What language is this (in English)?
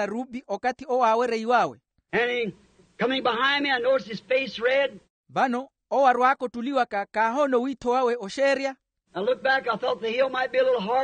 Makhuwa